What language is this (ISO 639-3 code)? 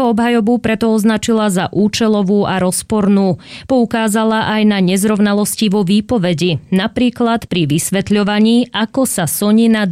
slk